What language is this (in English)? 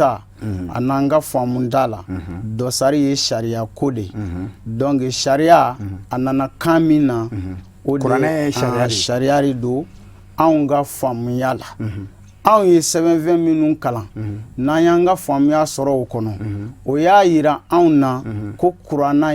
Bambara